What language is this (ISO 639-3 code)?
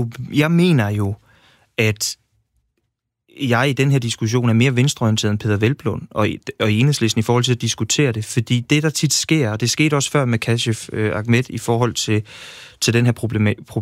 dan